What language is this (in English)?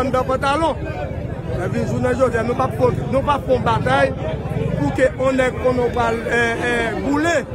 Haitian Creole